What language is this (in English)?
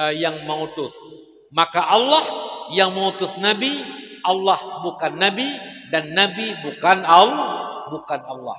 Achinese